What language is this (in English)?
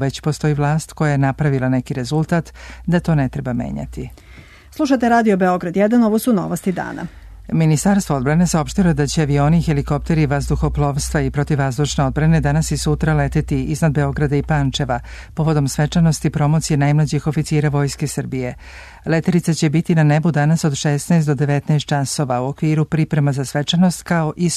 Serbian